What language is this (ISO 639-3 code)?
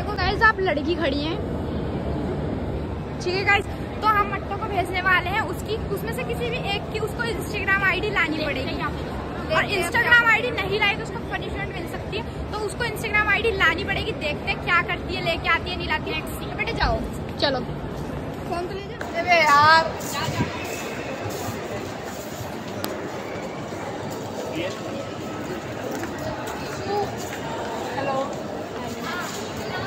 hin